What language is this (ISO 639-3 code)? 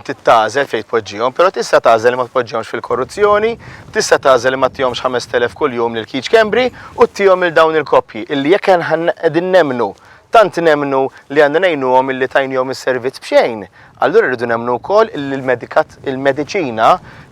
mlt